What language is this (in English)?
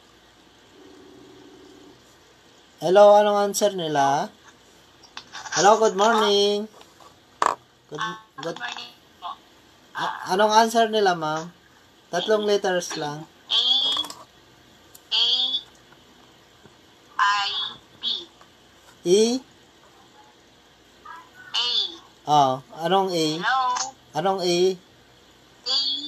Filipino